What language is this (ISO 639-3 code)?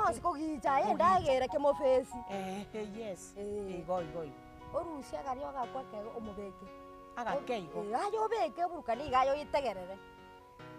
guz